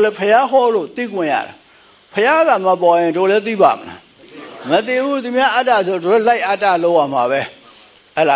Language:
Burmese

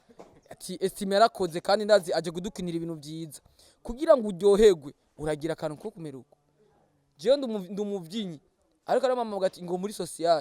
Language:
Rundi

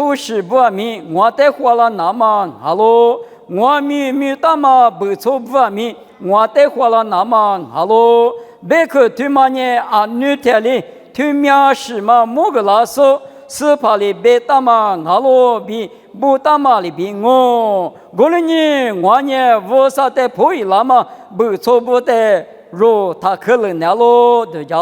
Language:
Lisu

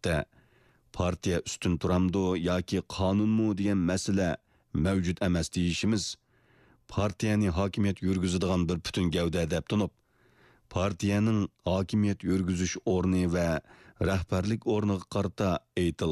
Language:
Uyghur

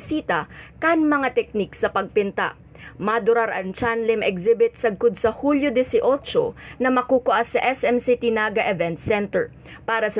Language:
Bikol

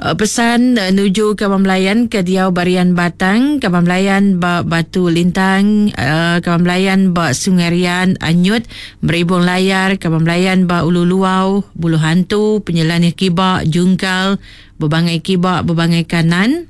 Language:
Iban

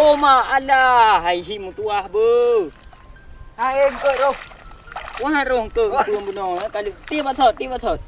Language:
Achinese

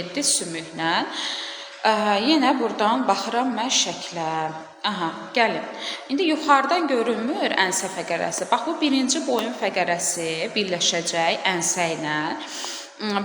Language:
Azerbaijani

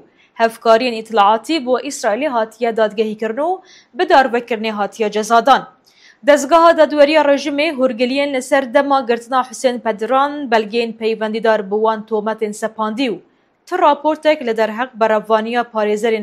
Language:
Kurdish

